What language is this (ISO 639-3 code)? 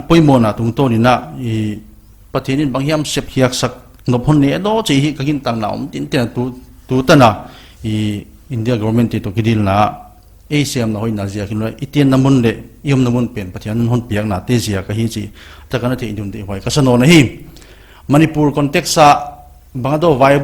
pck